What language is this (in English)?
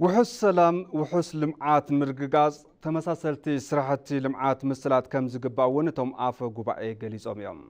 Tigrinya